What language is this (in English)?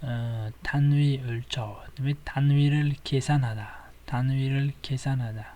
Uzbek